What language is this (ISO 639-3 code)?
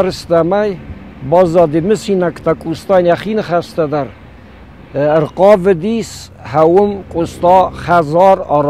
oss